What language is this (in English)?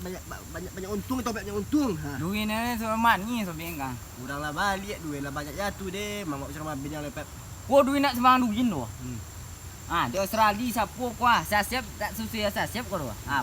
Minangkabau